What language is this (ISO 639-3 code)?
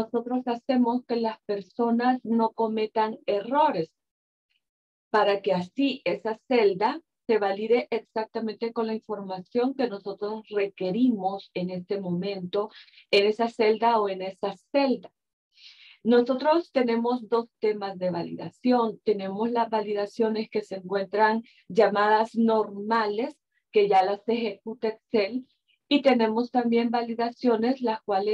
spa